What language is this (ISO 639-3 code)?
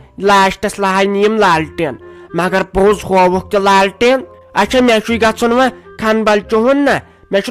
kas